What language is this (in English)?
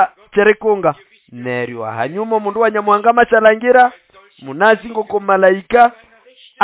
Nande